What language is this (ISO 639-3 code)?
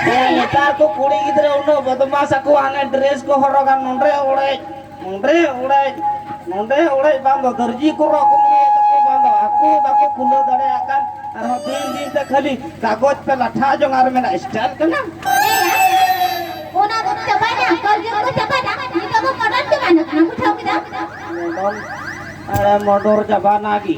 sat